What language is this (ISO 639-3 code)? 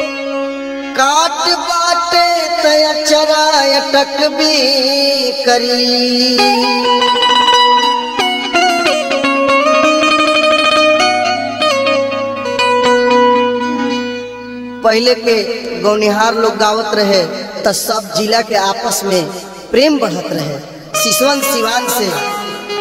bho